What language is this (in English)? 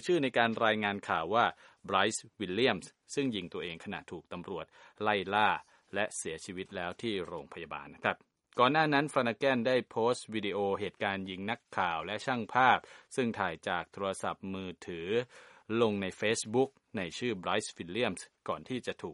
Thai